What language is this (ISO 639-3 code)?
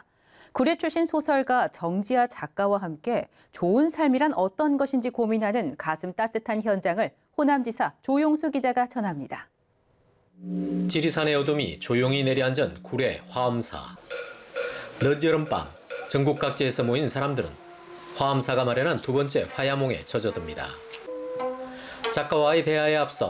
kor